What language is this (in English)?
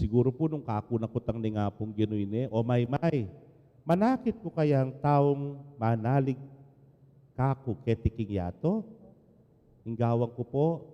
Pampanga